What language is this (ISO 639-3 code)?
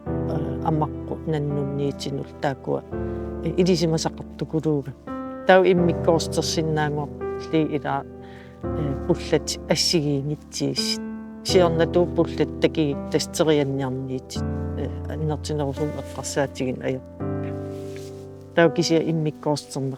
kal